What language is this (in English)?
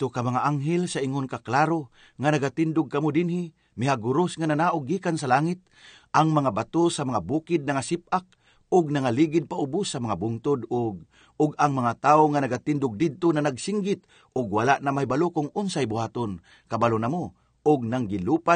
Cebuano